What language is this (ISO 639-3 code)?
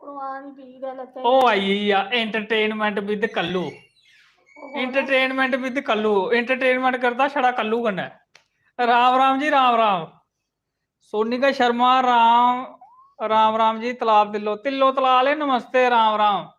doi